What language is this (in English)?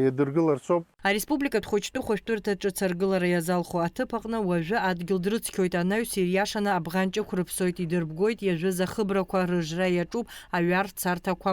Abkhazian